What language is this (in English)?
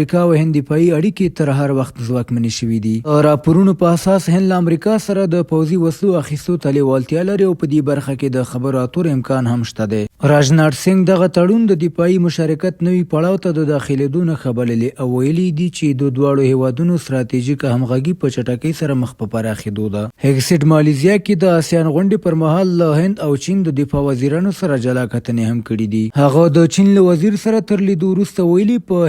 Pashto